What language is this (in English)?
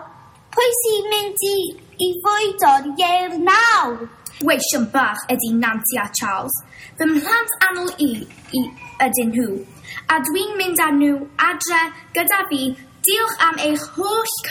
Welsh